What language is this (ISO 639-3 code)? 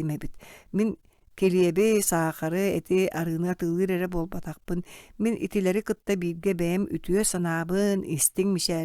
sah